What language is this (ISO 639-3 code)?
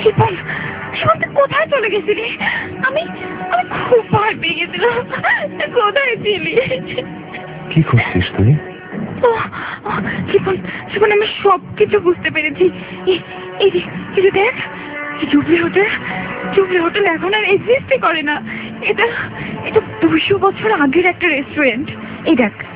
ben